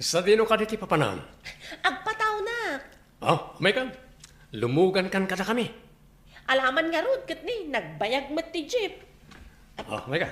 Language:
Iloko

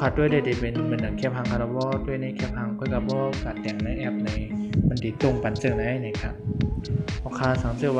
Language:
Shan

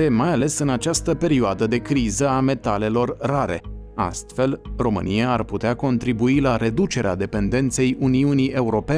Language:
Romanian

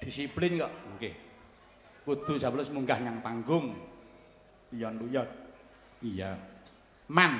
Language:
Javanese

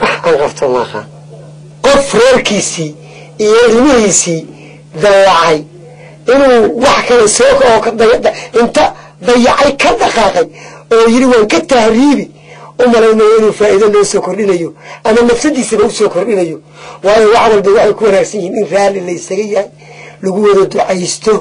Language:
Somali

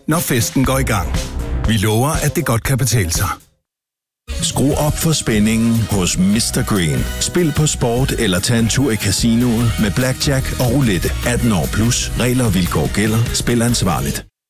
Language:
Danish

